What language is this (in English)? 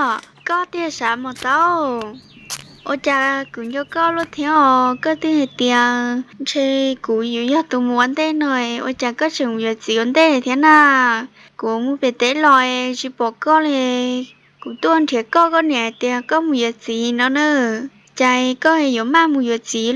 Hmong